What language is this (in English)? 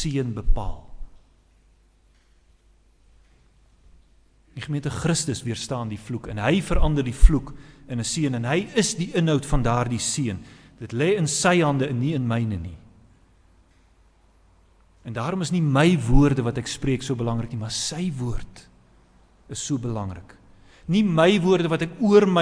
Afrikaans